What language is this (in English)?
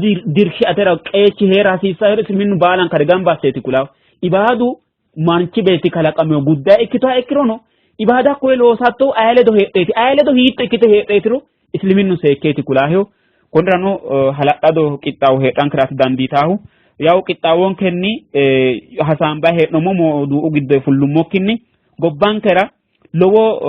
Sidamo